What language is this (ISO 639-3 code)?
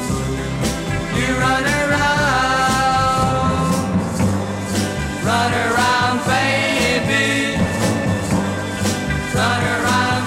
eng